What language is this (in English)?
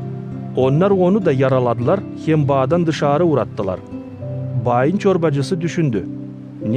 Gagauz